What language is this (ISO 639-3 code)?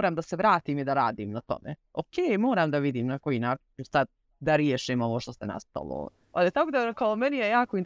srp